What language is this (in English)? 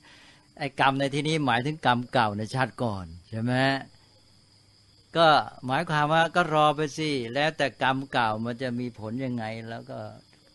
Thai